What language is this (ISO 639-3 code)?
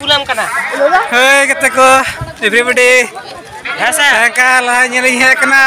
sat